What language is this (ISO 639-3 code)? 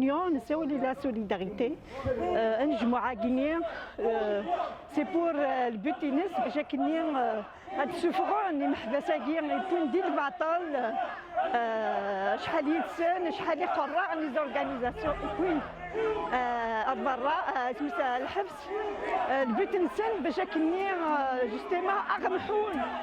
kab